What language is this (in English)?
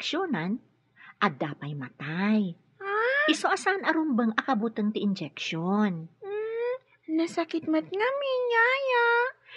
Iloko